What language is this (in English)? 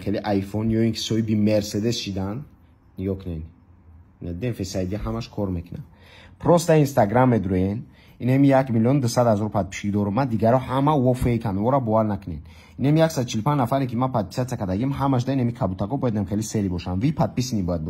Tajik